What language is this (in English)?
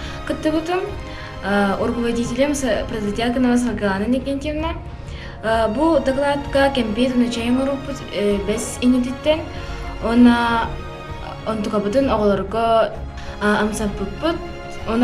Yakut